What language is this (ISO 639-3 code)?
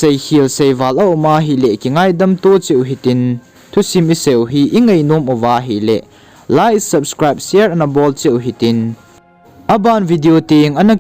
tcz